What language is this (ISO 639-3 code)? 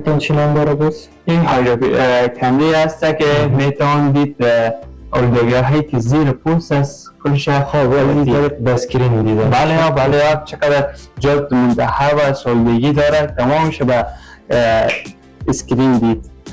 fas